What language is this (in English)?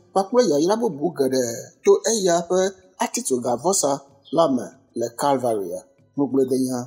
Ewe